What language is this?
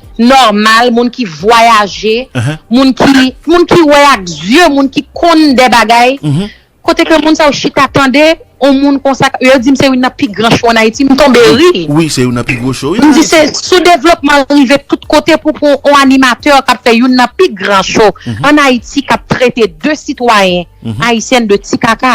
Haitian Creole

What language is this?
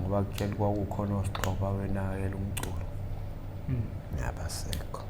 Zulu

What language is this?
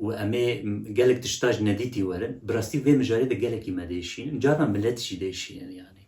Kurdish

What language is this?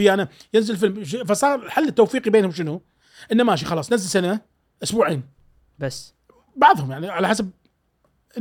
Gulf Arabic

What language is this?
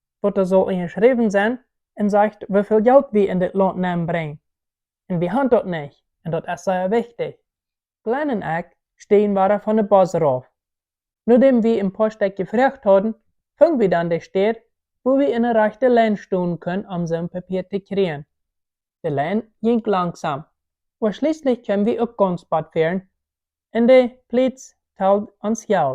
Plautdietsch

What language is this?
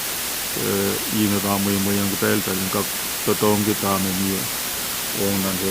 Pohnpeian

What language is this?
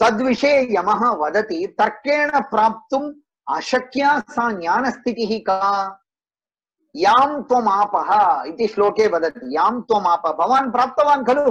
Sanskrit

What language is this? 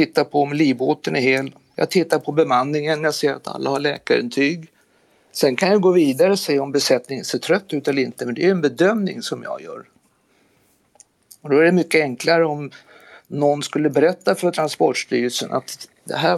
Swedish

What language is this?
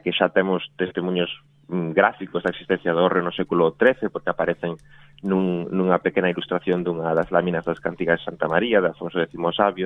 Galician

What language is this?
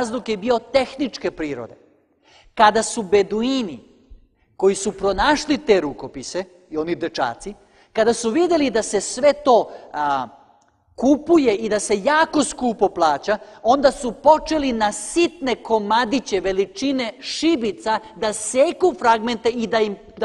Serbian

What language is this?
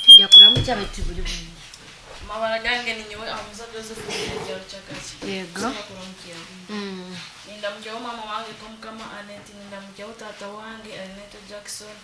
Nyoro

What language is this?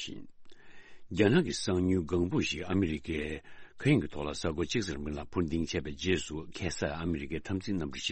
Tibetan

